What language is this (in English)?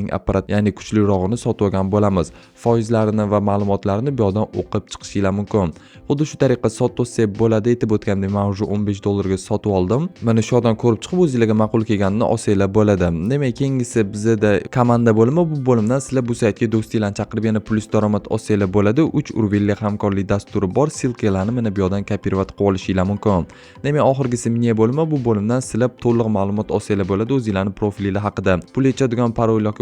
Uzbek